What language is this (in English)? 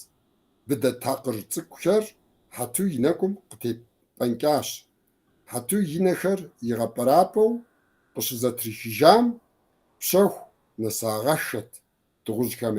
Kabardian